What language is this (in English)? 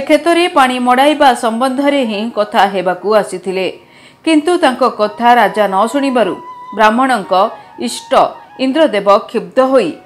Odia